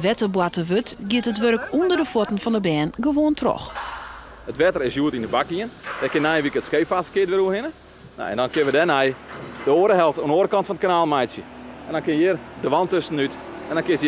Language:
Western Frisian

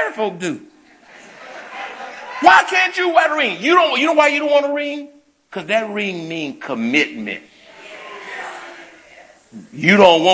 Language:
English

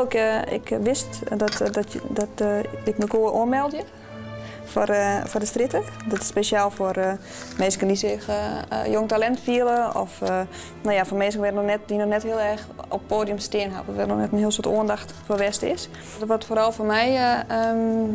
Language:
Western Frisian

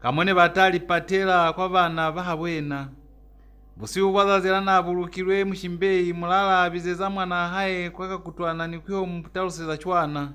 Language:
Lozi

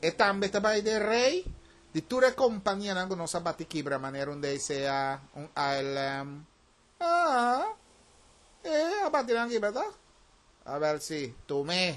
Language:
Papiamento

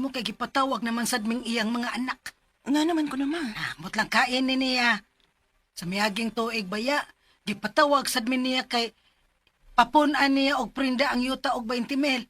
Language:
Cebuano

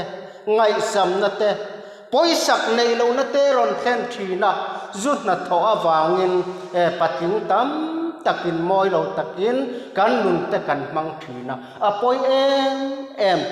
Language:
Mizo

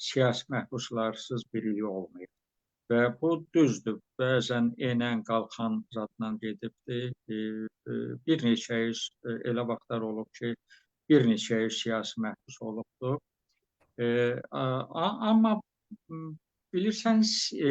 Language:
Azerbaijani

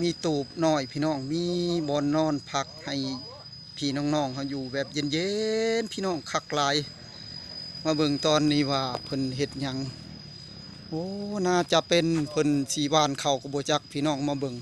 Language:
Lao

